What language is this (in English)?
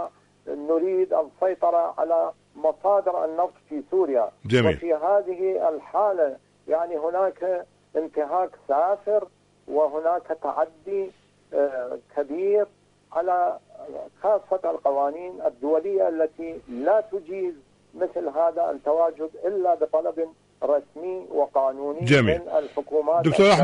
Arabic